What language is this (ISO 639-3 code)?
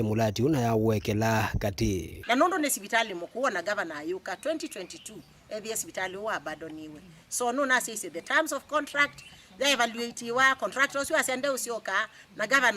kam